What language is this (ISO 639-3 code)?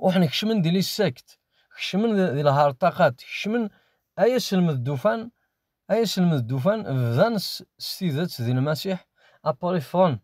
kab